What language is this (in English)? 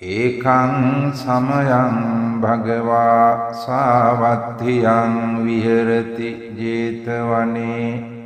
Sinhala